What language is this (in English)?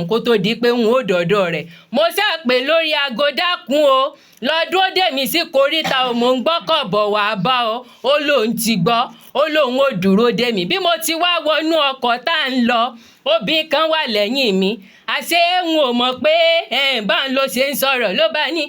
Yoruba